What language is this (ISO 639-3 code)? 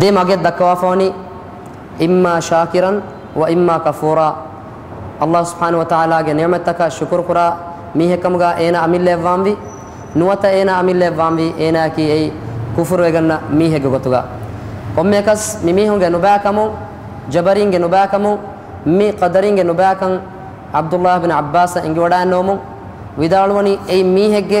div